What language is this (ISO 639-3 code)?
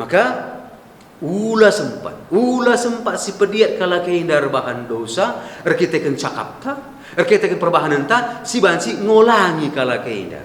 btx